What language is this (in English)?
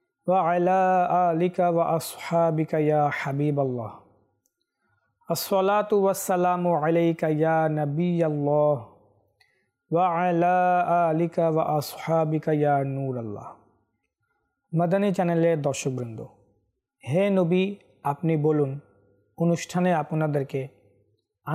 Bangla